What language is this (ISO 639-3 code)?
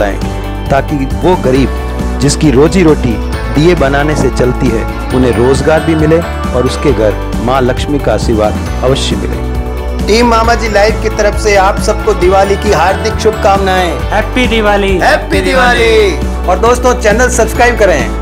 hin